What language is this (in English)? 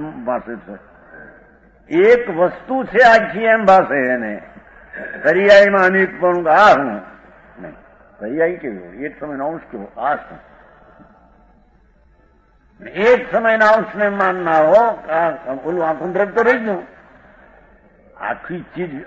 Gujarati